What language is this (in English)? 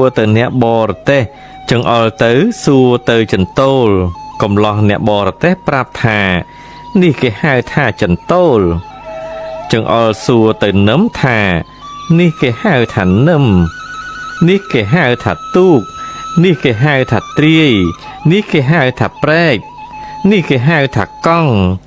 Khmer